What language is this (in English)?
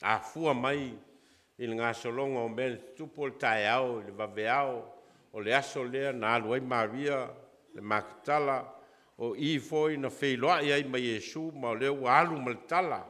Samoan